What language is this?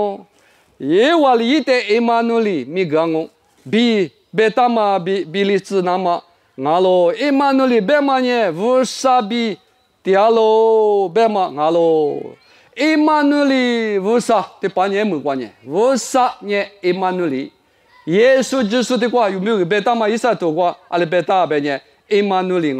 Lisu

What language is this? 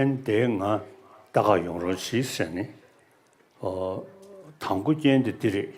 Tibetan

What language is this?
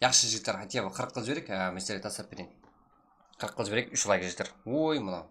Kara-Kalpak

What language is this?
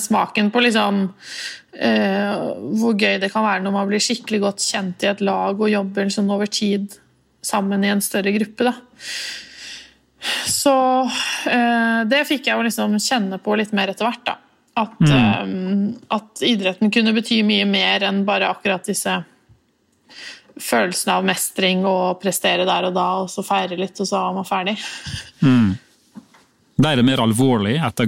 Norwegian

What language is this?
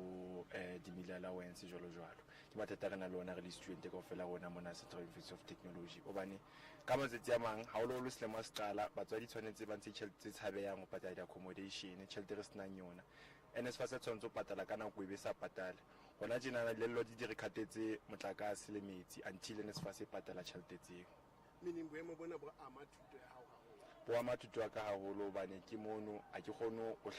Southern Sotho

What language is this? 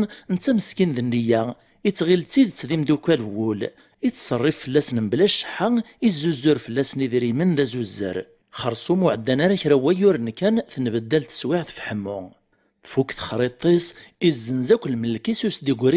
Kabyle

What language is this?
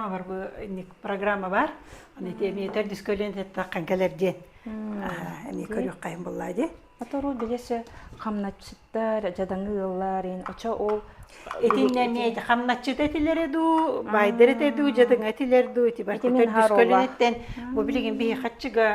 Yakut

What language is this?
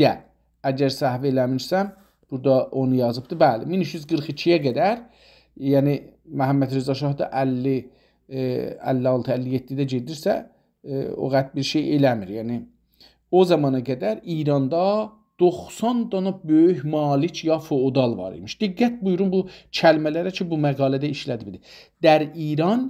South Azerbaijani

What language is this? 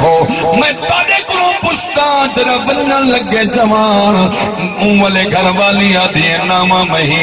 Saraiki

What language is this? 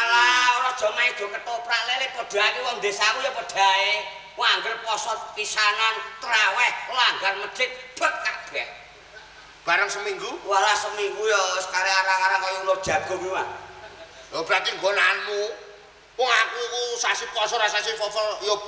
Javanese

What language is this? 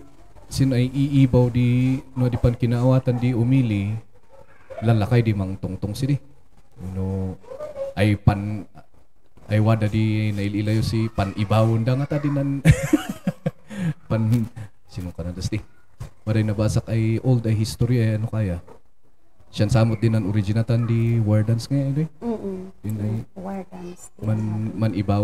Kankanaey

